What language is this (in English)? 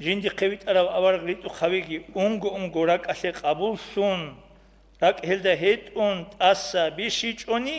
Avaric